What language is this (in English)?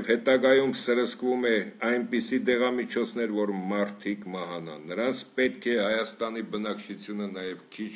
Armenian